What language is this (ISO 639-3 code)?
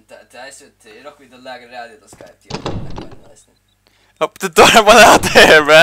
fao